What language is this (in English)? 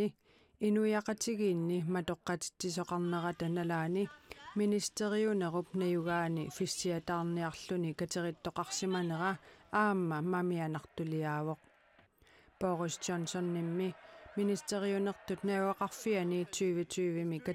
Kalaallisut